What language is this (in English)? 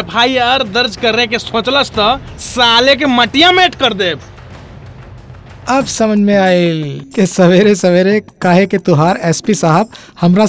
Bhojpuri